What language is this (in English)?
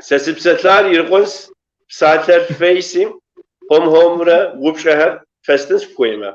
Kabardian